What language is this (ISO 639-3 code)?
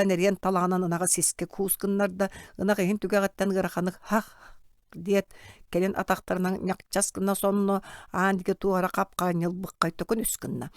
sah